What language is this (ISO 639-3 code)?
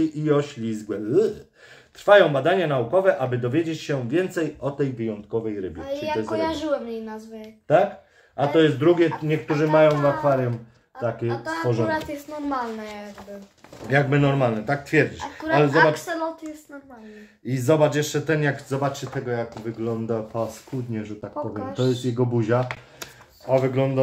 pol